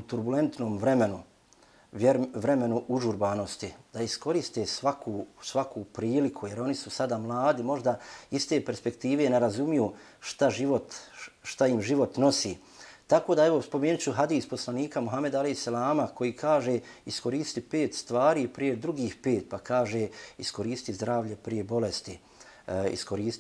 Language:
Bosnian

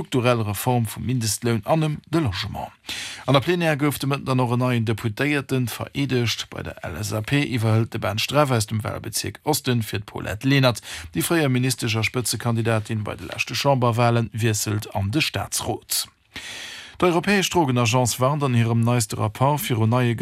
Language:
Luxembourgish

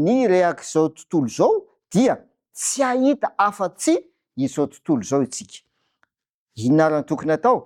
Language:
Malagasy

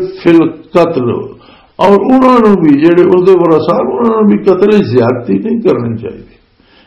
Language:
Western Panjabi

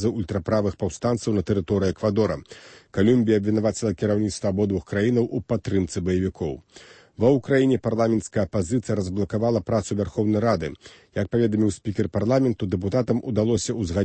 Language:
Belarusian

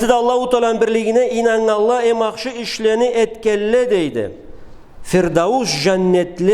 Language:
Karachay-Balkar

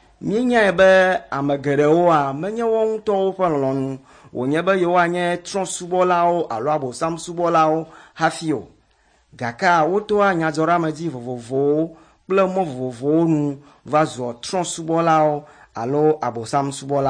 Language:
Ewe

